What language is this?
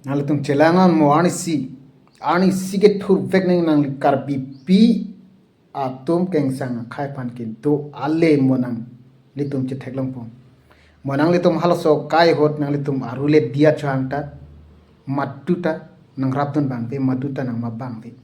Karbi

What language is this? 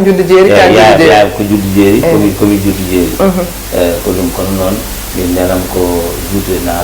Fula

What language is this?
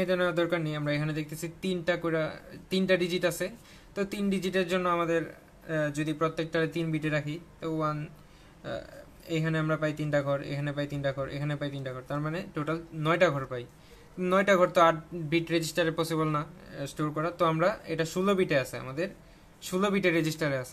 Bangla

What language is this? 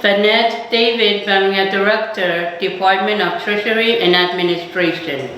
Pohnpeian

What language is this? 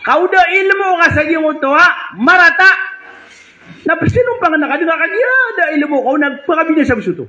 Maranao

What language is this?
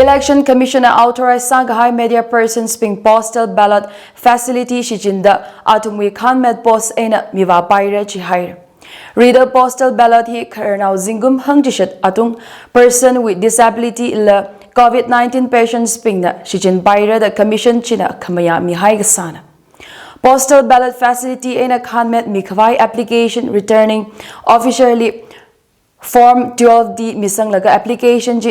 Tangkhul Naga (India)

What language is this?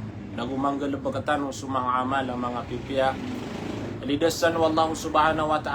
Maranao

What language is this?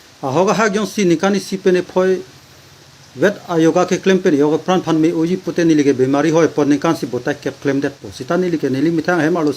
Karbi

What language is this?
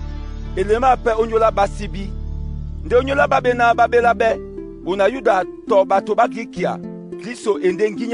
Duala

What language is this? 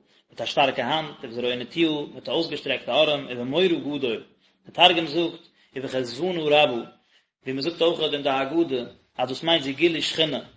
Yiddish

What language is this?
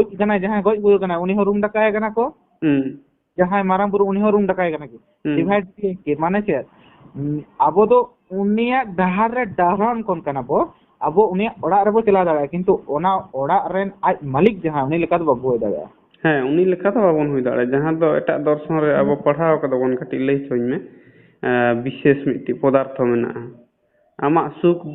Santali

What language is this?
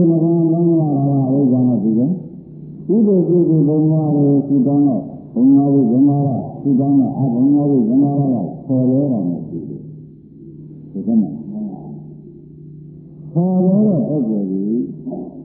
Burmese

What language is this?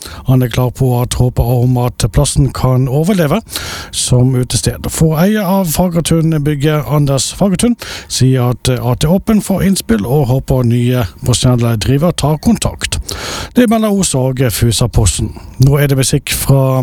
Norwegian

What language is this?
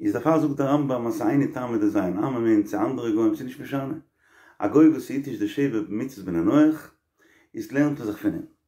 Yiddish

